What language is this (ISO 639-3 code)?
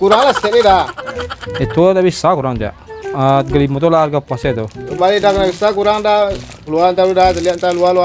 min